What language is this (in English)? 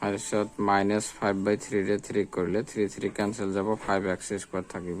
Assamese